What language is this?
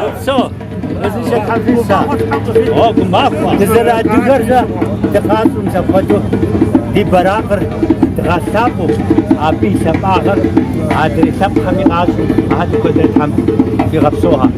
Kabardian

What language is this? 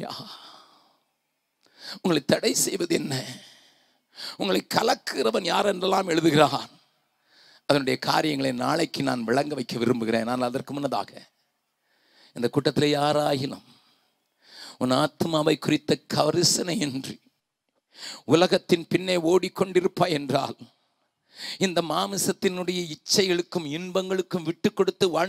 Tamil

